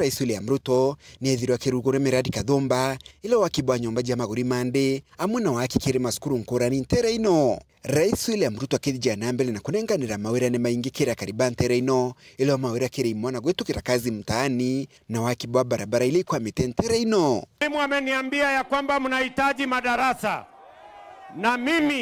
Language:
Meru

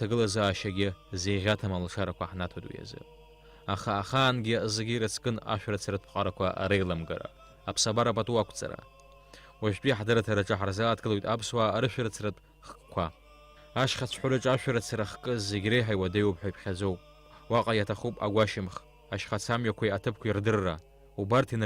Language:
Abkhazian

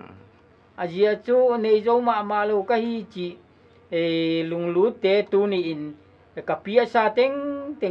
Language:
Paite Chin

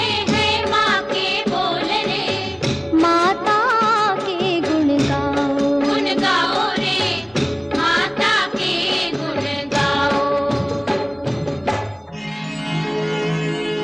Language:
Hindi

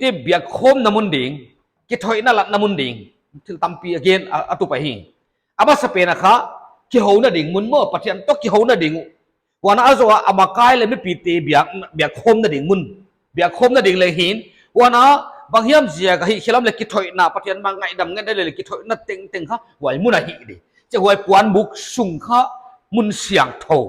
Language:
Paite Chin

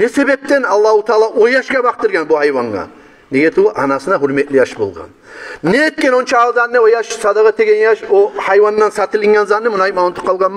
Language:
Kumyk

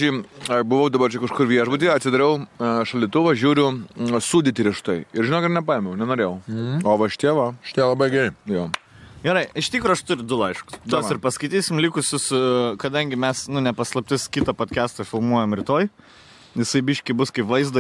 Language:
Lithuanian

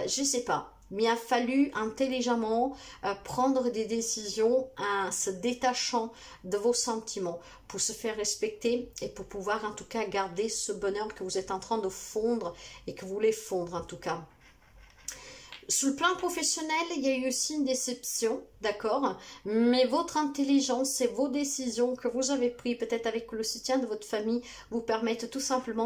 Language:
French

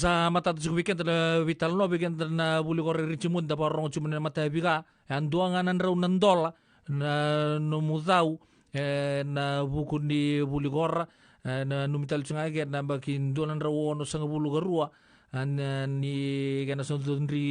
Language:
Fijian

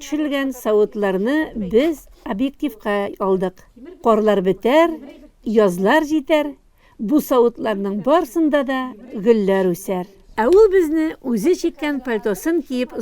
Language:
Tatar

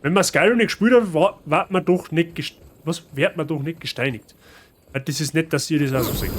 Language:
Bavarian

